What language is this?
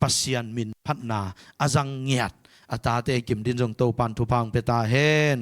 Tedim Chin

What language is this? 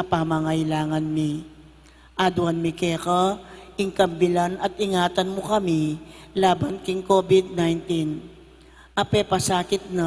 Pampanga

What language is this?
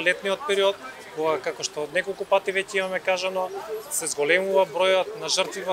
Macedonian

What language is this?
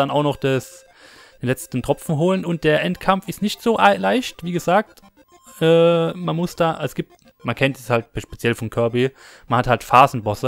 German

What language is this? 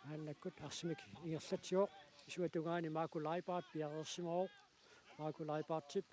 Kalaallisut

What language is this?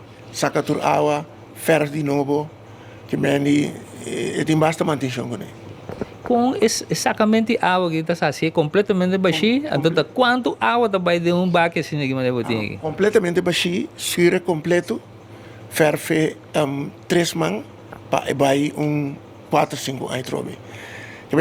Papiamento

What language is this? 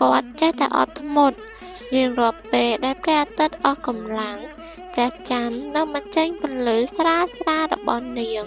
Khmer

